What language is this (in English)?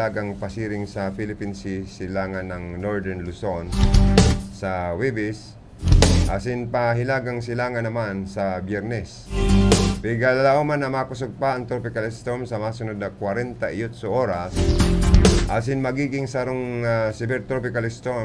Bikol